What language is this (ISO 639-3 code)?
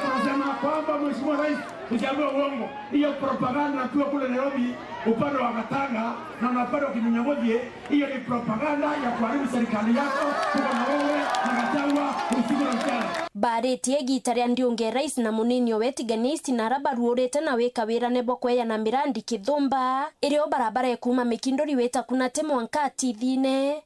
mer